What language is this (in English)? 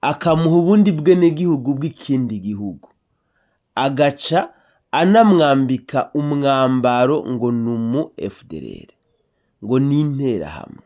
Rundi